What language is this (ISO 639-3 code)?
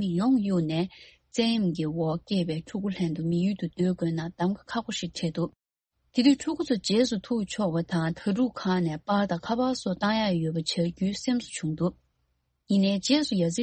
bod